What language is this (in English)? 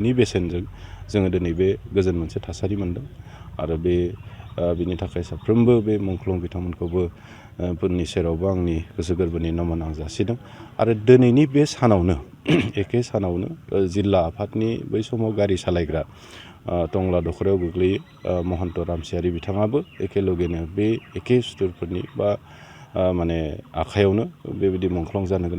Bodo